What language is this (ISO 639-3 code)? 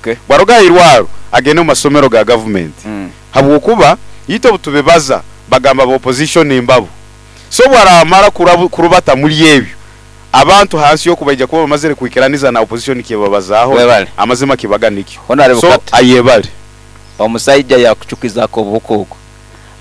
nyo